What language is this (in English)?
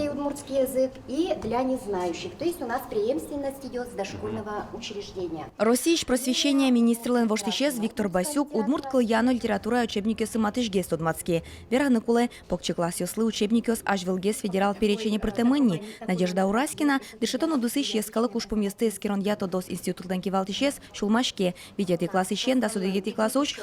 Udmurt